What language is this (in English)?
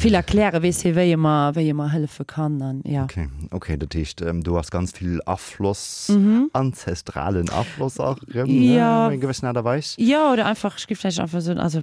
Luxembourgish